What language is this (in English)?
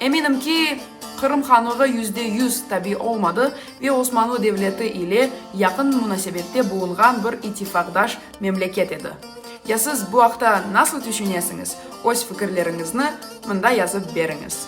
Crimean Tatar